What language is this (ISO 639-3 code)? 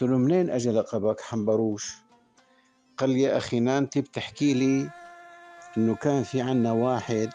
apc